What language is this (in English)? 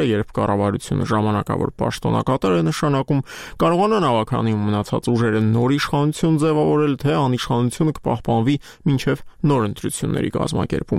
Armenian